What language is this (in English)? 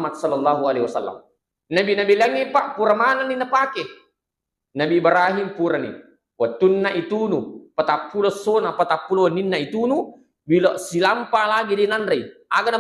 Buginese